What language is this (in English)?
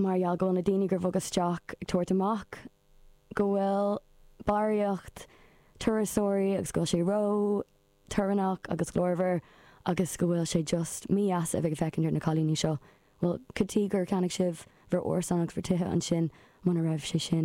Irish